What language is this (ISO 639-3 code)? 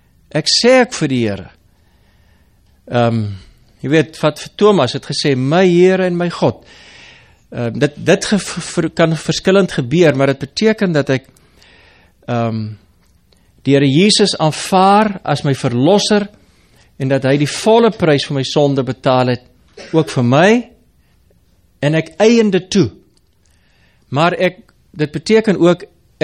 afr